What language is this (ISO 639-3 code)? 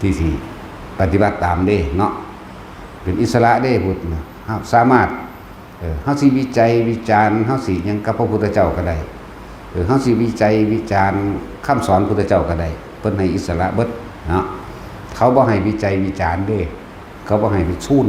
lao